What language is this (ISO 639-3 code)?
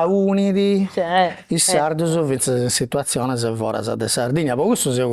srd